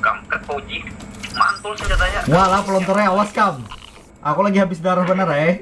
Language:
Banjar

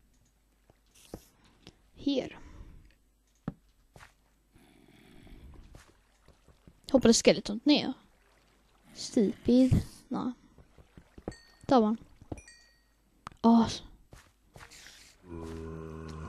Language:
Swedish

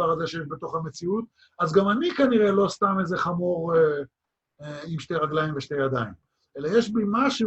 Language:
Hebrew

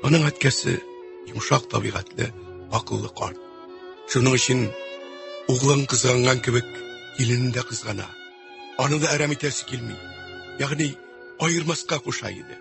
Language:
Tatar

